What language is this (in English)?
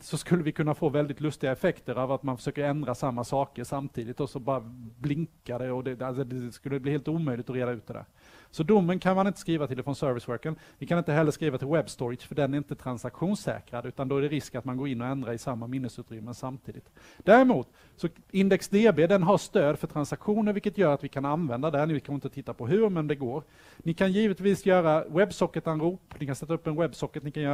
Swedish